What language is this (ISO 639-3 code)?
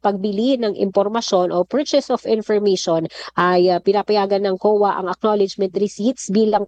fil